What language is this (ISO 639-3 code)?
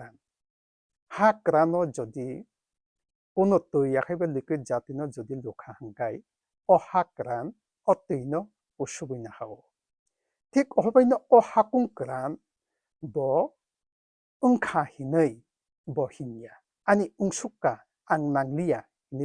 trp